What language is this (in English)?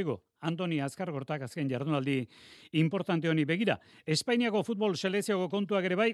Basque